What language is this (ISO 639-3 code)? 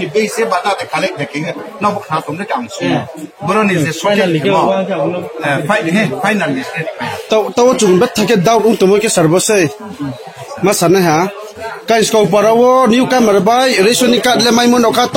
ria